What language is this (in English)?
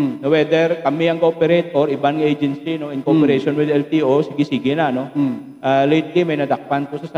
Hiligaynon